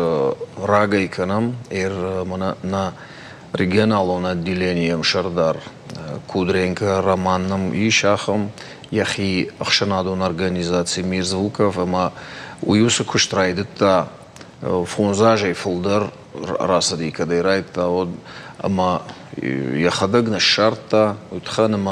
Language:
Ossetic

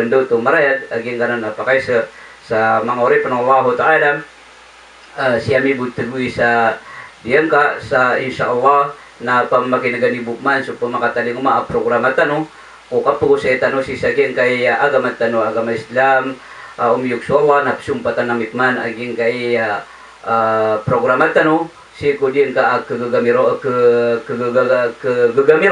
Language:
Maranao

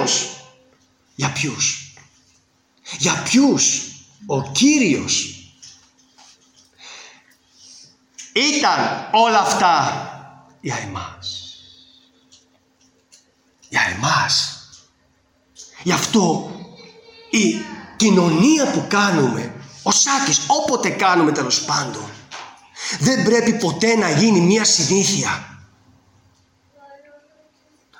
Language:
Greek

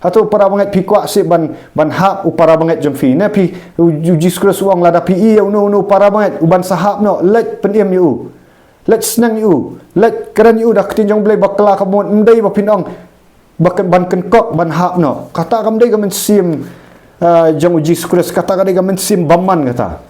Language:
Khasi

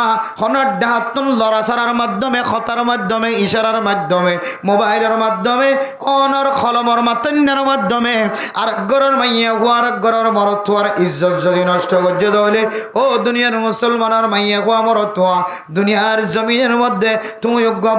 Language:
Rohingya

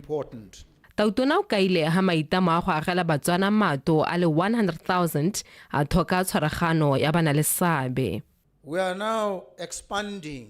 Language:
Tswana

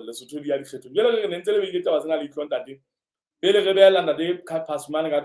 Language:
Southern Sotho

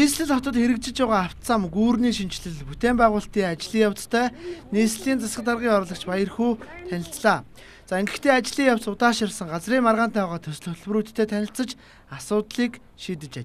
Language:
Mongolian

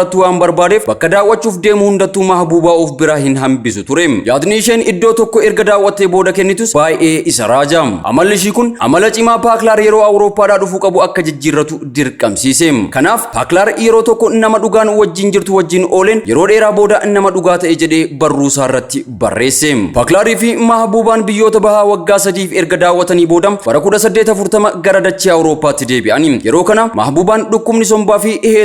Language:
Oromo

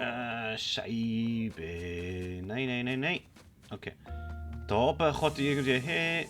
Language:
Swiss German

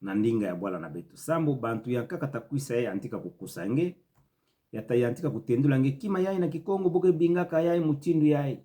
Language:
Kituba (Democratic Republic of Congo)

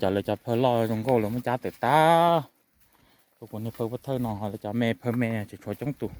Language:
Hmong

